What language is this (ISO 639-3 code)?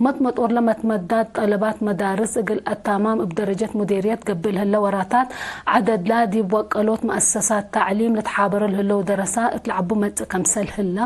tig